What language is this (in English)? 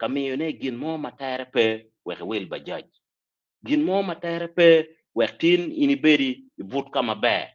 Acoli